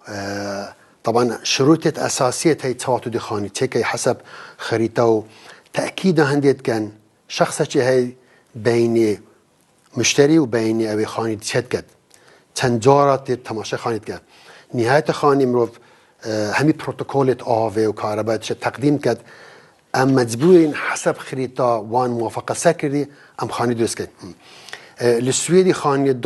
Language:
Kurdish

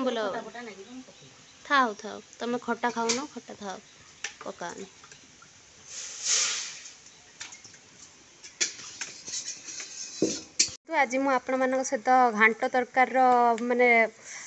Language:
Odia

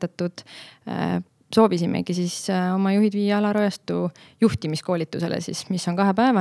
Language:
Estonian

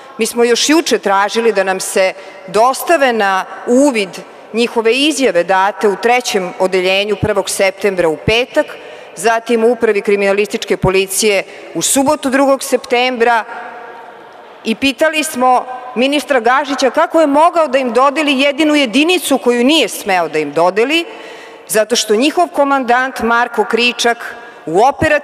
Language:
Serbian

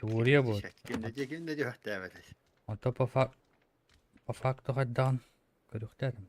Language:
Yakut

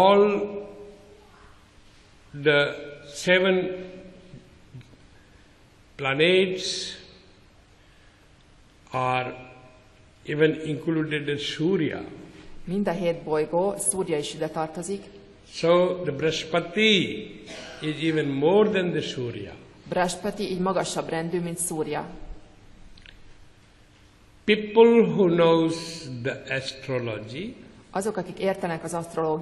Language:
Hungarian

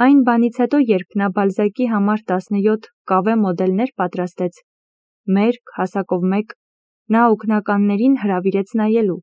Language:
Armenian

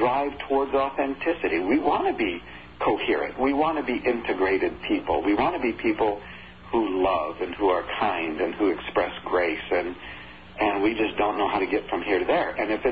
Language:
English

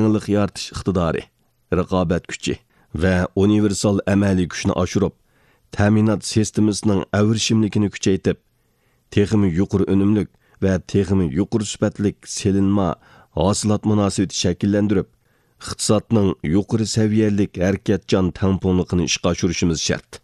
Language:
Uyghur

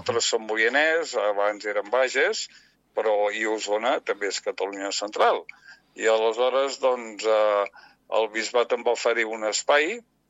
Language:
Catalan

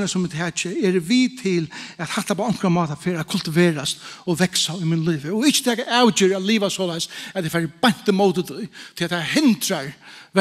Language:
Faroese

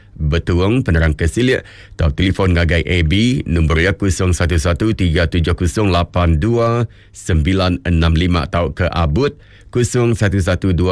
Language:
Iban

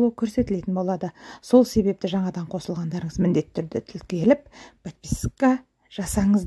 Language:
Kazakh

